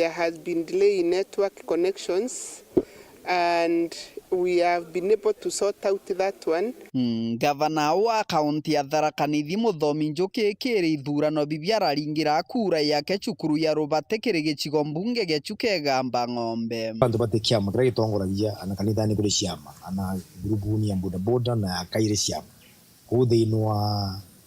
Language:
Meru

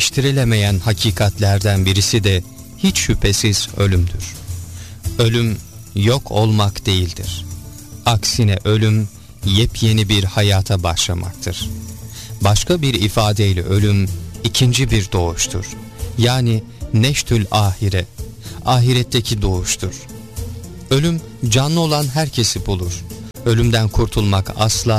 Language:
Turkish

